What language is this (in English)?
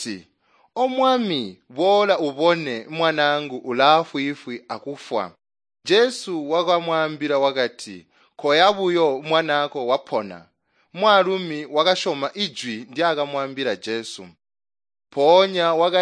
Tonga (Zambia)